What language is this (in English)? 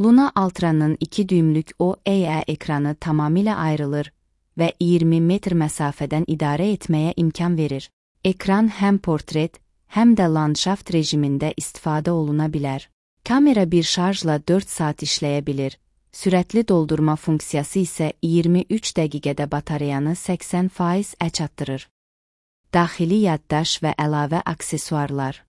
Azerbaijani